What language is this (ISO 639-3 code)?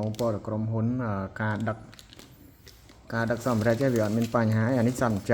khm